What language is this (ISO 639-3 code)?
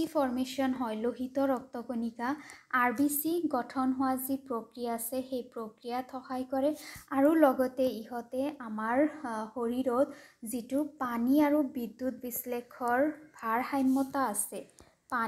asm